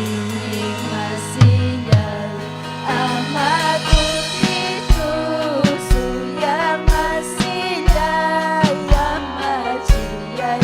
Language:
Ayacucho Quechua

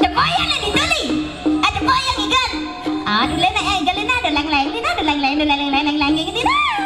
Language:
Balinese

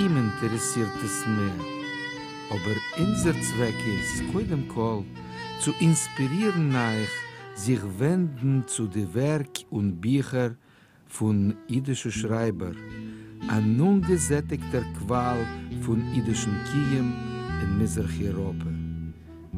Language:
Yiddish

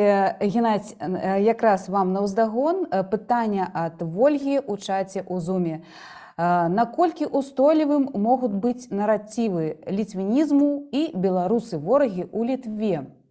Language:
Belarusian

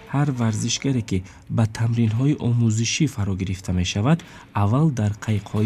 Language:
Tajik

